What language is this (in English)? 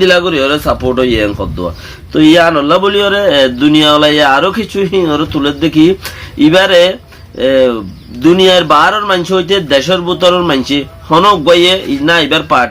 Rohingya